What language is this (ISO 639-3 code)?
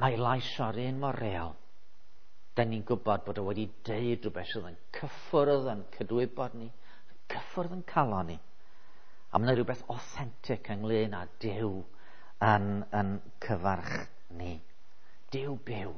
cym